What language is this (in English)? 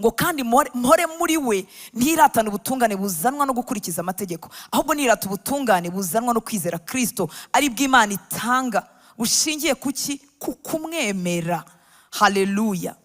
Kinyarwanda